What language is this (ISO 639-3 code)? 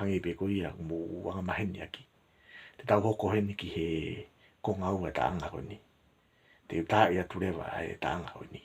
ton